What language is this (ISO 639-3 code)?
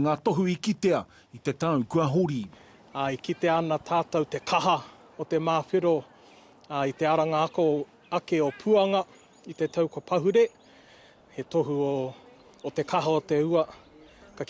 mri